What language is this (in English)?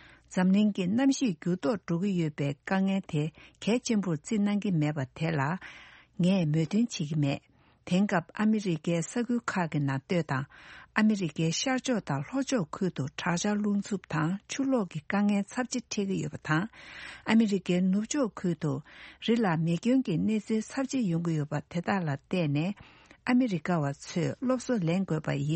Tibetan